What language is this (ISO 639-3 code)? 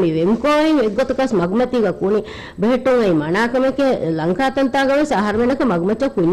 div